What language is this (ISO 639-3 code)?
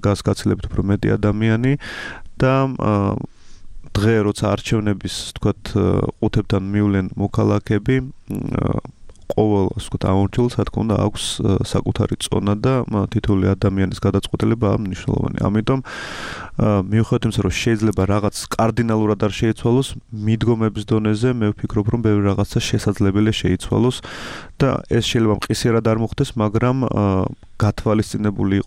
kat